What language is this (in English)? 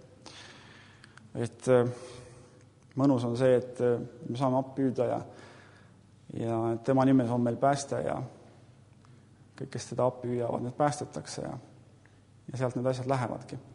Estonian